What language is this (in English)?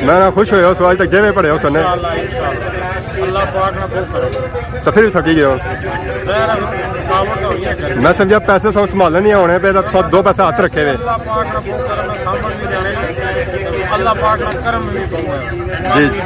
Pahari-Potwari